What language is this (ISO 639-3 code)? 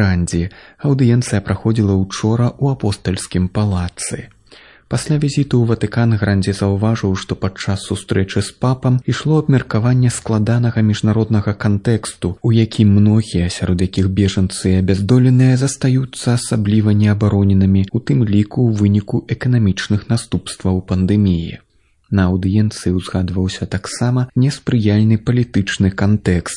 bel